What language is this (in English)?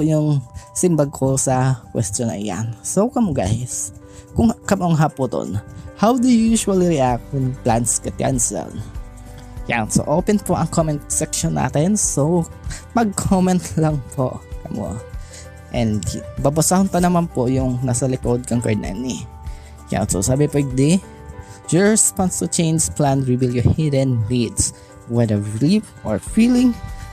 Bikol